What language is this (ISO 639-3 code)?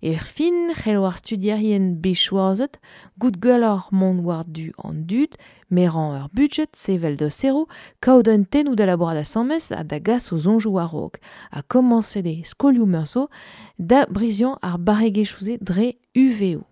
bre